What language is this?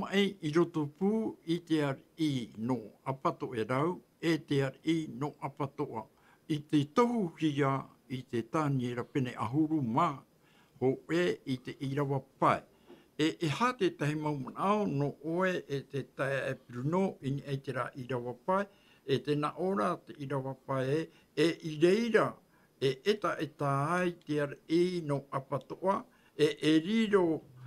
Tahitian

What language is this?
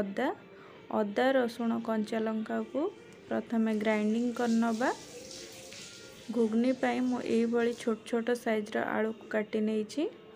Odia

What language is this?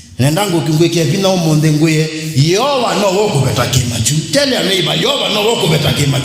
Kamba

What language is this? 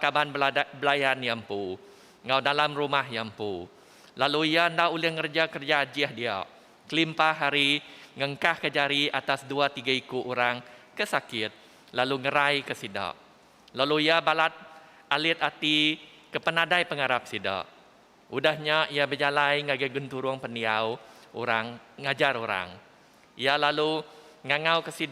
Iban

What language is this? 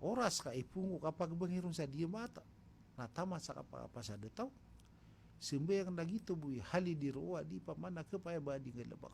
Maranao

